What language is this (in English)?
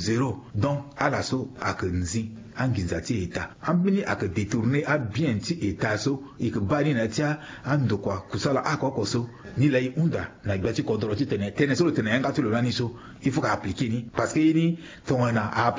Sango